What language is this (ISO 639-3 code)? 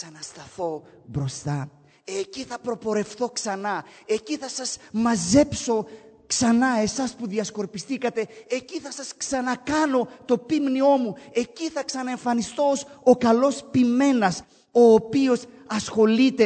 ell